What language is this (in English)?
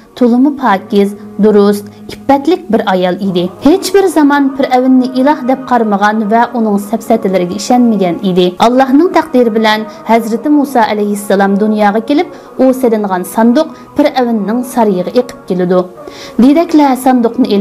Uyghur